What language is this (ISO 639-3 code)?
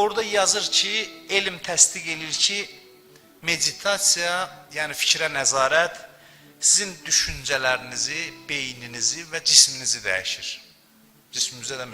aze